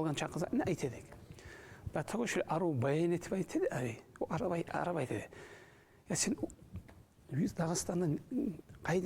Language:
Kumyk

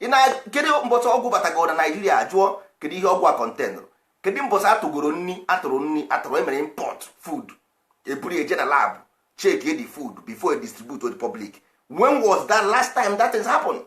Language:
Igbo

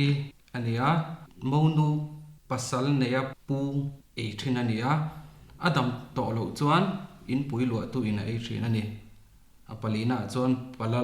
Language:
Mizo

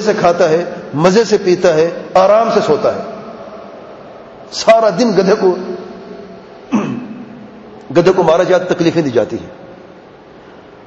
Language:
Urdu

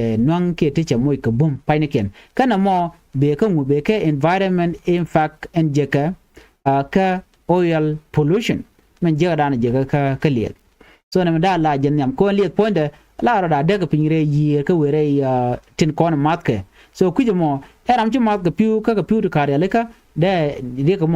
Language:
Nuer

